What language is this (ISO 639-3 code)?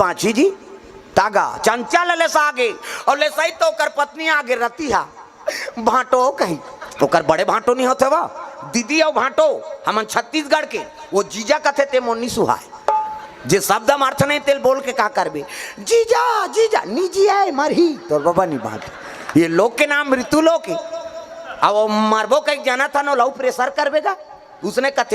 hne